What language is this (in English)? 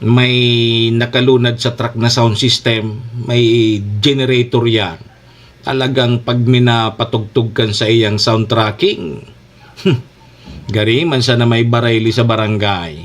Bikol